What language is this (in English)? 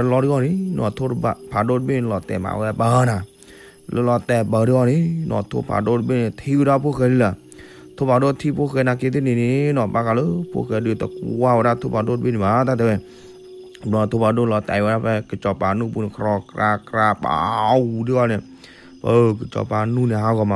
S'gaw Karen